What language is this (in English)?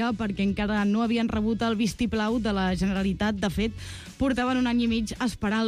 Catalan